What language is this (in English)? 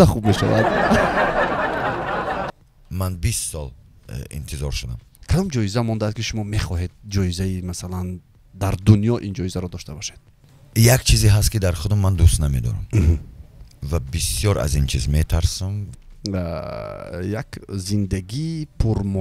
Tajik